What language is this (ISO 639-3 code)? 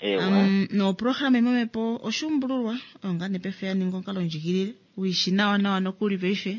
kua